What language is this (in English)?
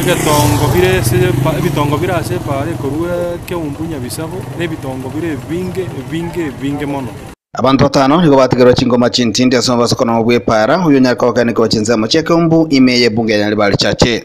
Gusii